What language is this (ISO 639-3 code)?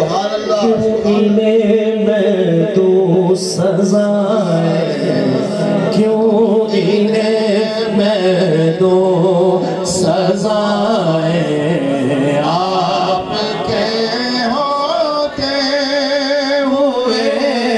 urd